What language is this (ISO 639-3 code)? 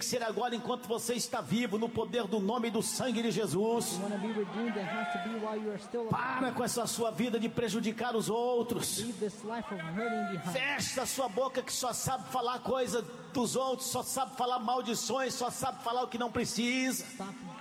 por